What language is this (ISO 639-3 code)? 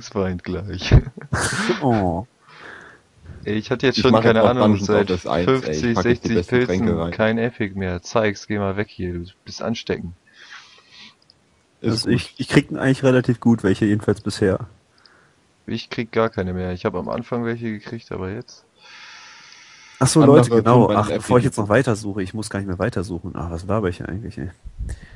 deu